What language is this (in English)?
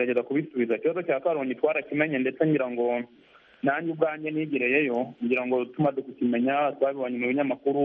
Kinyarwanda